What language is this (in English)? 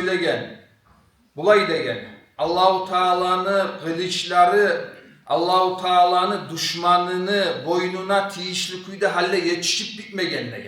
Kumyk